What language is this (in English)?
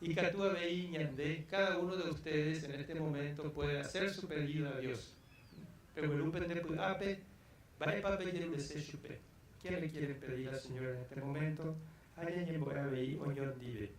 Guarani